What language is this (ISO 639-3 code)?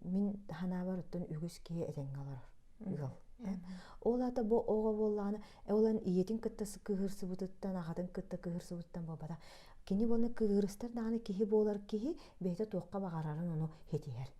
sah